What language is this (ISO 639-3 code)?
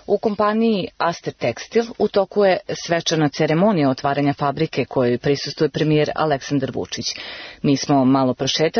srp